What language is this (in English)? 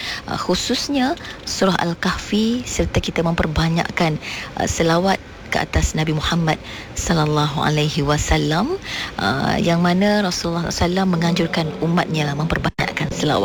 Malay